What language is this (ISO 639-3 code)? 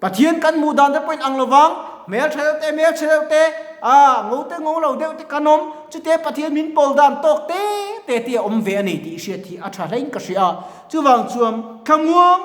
lus